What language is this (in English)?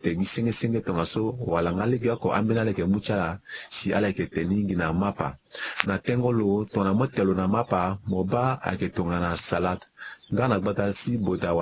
Sango